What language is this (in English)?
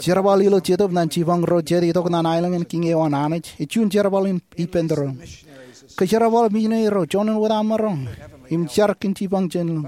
Marshallese